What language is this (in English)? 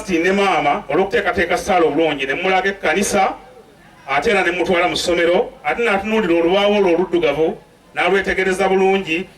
Ganda